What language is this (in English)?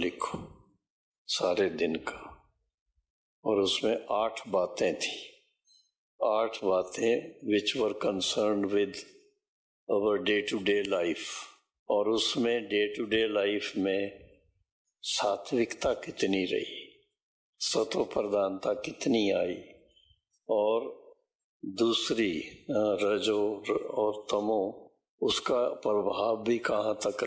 Hindi